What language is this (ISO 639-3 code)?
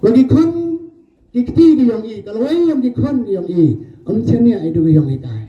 pbv